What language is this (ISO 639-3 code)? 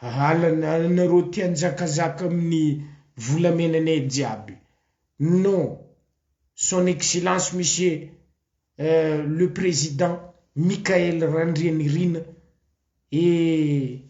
mlg